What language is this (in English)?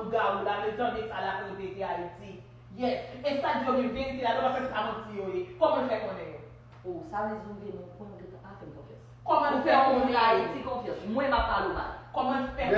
Haitian Creole